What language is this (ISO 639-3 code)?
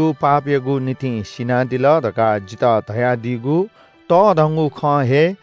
new